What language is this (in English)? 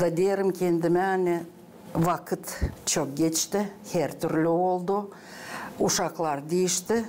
Gagauz